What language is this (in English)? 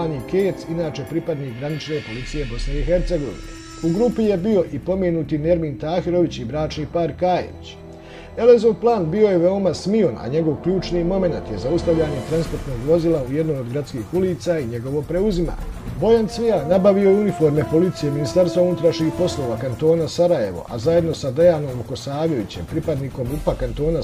Bosnian